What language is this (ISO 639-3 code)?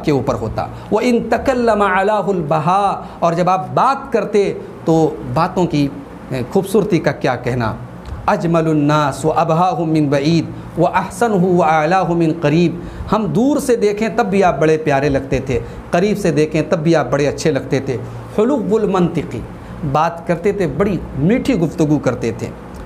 urd